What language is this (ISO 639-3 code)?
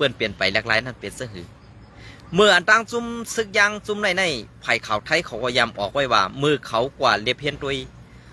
shn